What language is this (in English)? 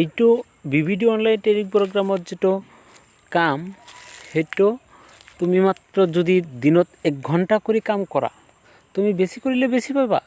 Assamese